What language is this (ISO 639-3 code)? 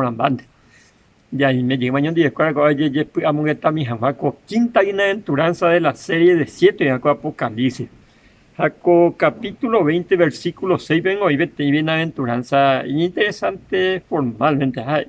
grn